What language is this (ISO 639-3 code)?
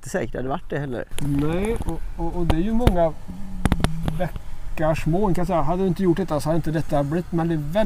swe